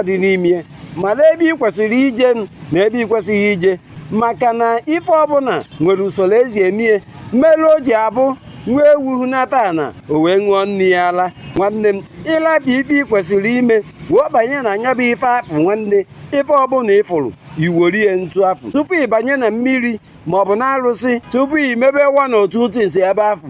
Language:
Igbo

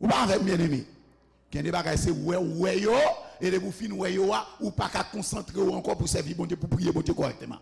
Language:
Haitian Creole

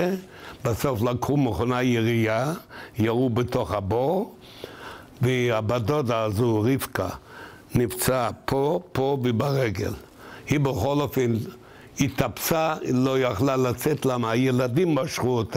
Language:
Hebrew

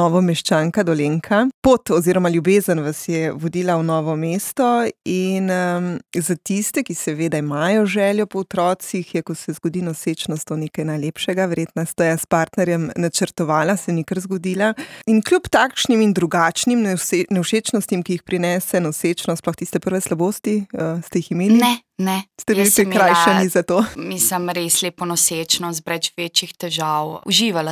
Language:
Slovenian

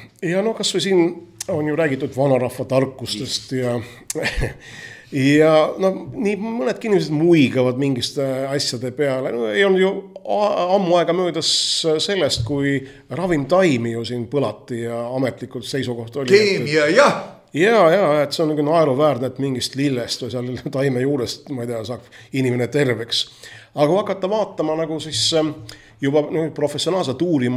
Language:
Estonian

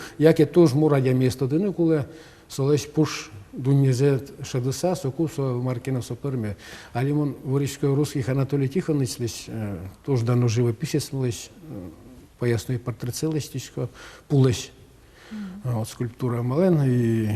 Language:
Udmurt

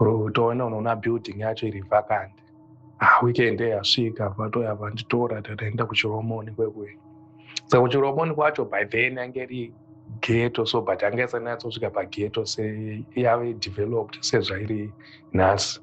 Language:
Shona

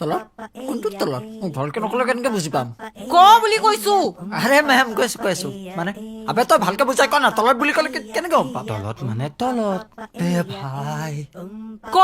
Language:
Assamese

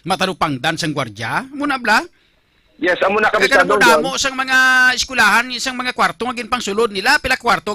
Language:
Hiligaynon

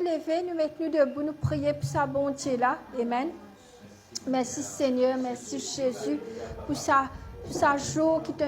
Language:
Morisyen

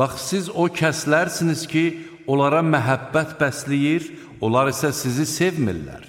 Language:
Azerbaijani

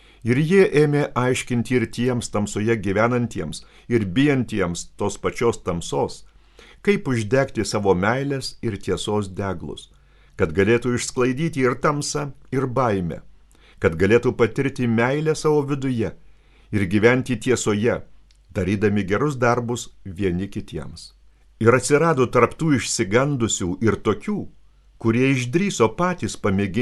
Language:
Lithuanian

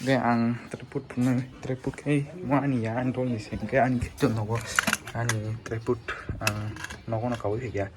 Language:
Kok Borok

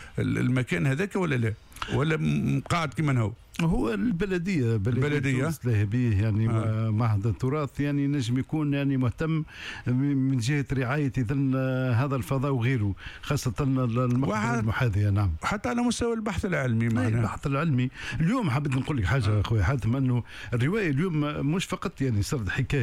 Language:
Tunisian Arabic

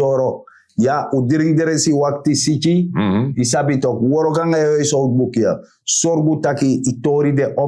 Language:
Sranan Tongo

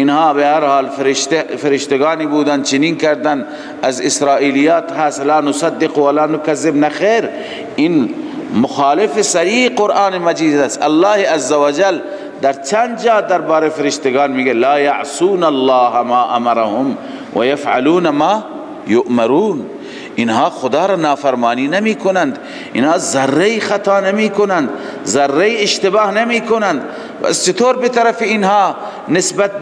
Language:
Persian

